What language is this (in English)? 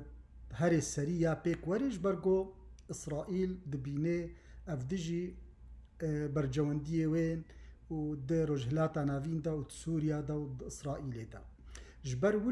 Kurdish